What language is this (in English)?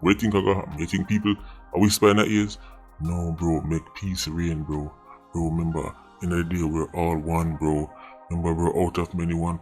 Jamaican Creole English